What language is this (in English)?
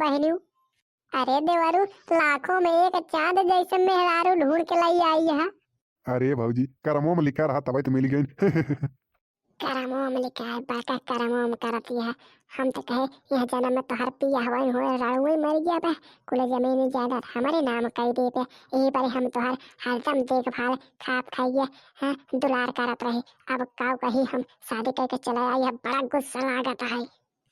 Bhojpuri